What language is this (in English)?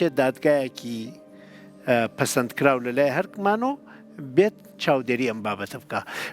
Central Kurdish